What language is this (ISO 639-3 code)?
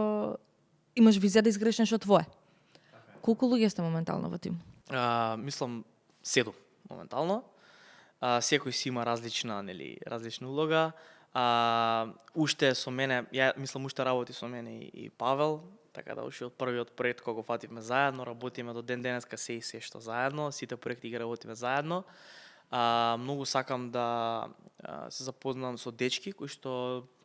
mkd